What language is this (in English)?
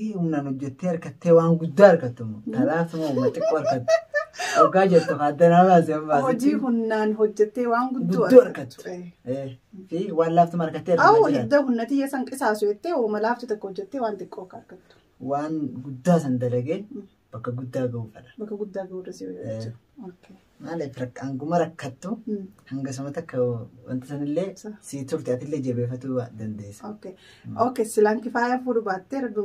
Oromo